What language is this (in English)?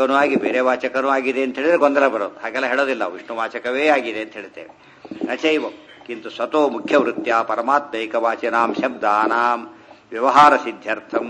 Kannada